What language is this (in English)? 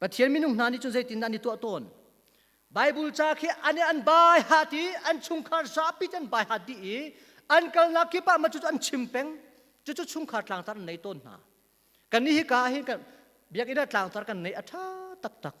Hakha Chin